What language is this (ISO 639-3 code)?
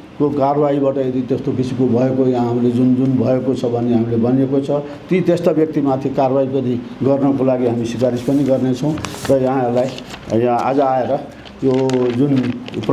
nep